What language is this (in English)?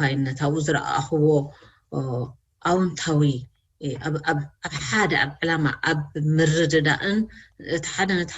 Tigrinya